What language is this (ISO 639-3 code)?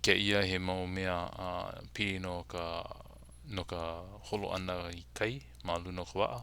haw